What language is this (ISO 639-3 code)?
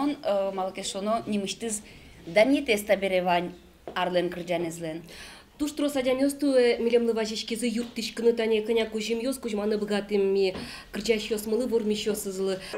udm